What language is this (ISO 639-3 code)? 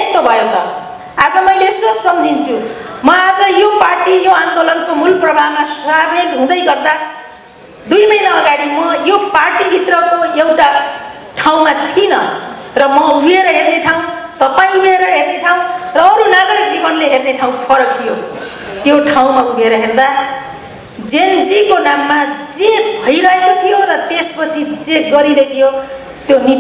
nep